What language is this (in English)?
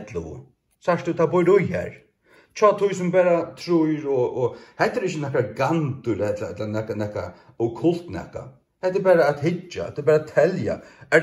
Faroese